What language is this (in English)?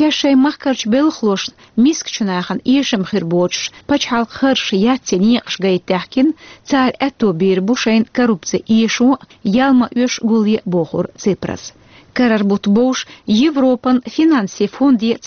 Chechen